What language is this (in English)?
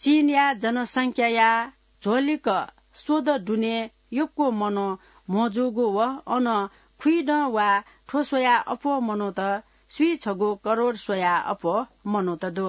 Newari